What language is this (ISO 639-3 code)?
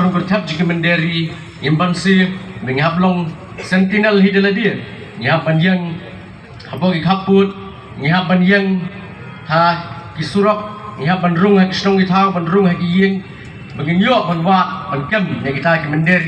kha